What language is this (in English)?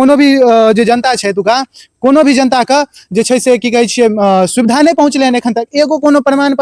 Maithili